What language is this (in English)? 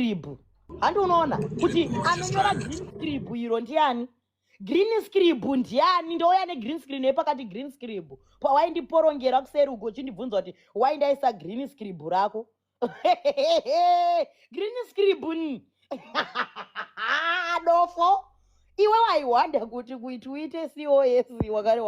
Shona